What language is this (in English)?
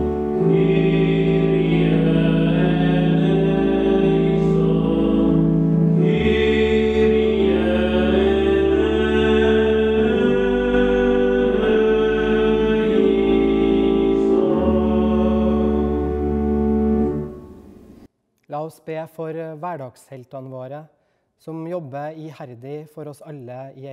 Norwegian